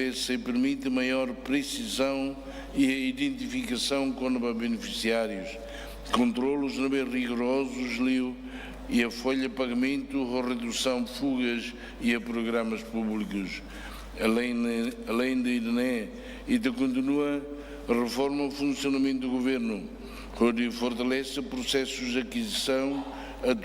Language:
Tetum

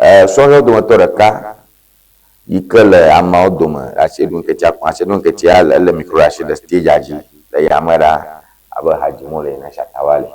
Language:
Ewe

